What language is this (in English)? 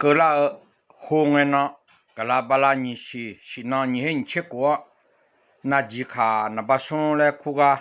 Akha